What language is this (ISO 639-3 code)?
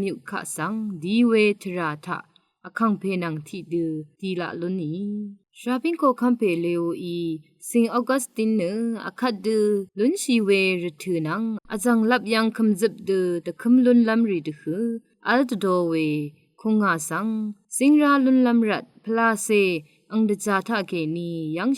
raw